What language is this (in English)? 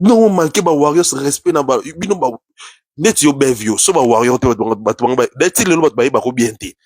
Lingala